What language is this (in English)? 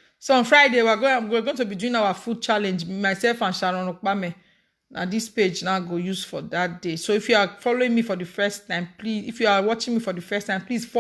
Nigerian Pidgin